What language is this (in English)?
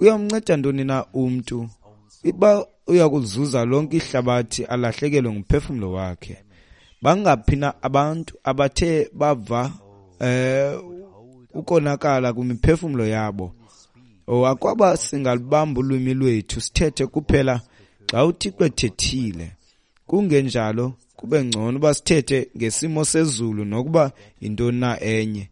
Xhosa